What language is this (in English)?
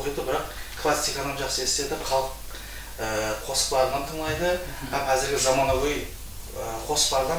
Kara-Kalpak